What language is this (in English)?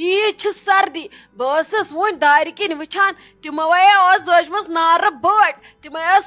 Kashmiri